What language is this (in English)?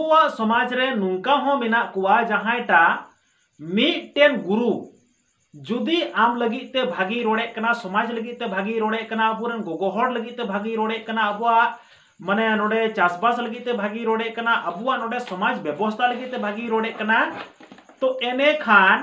Santali